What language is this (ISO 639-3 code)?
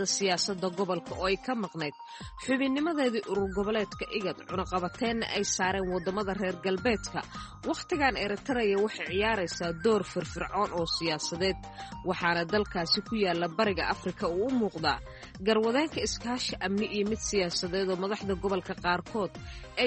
som